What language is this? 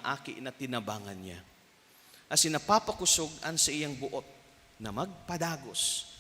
Bikol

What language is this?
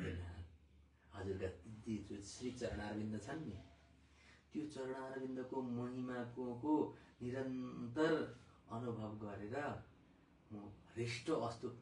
Nepali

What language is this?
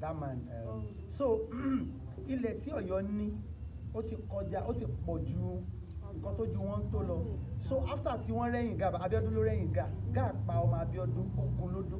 Yoruba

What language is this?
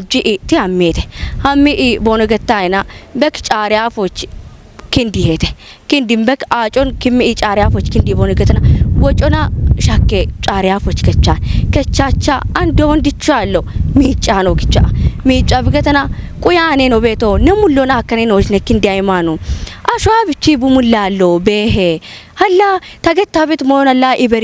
Kafa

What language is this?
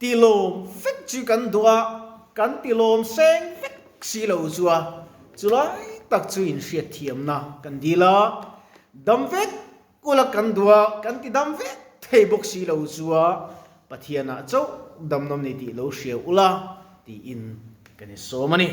Mizo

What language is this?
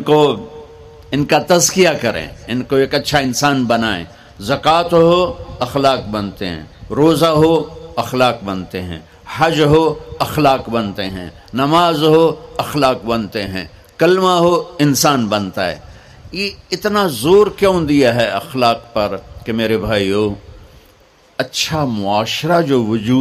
Urdu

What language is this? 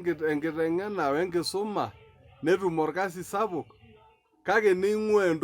Masai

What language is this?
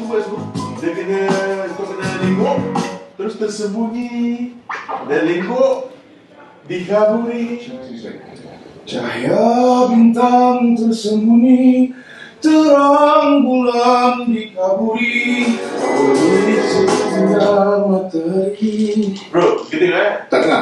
Malay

